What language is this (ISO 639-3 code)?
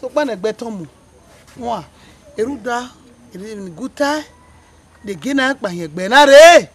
bin